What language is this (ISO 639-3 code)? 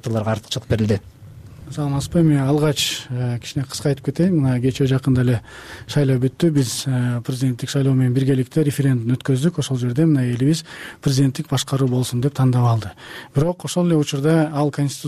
kir